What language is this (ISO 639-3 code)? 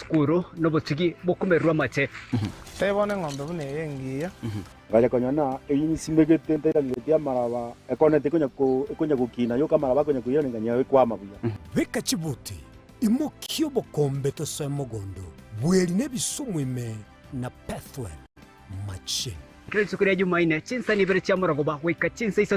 guz